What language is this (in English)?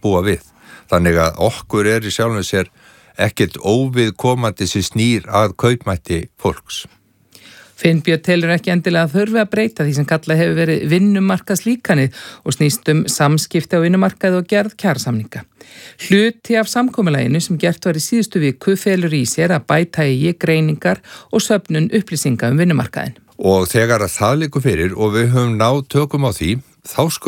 Icelandic